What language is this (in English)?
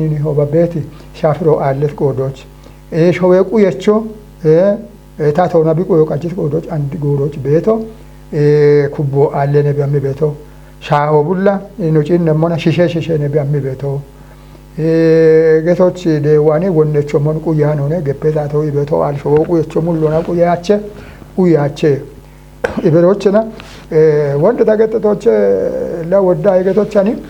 Kafa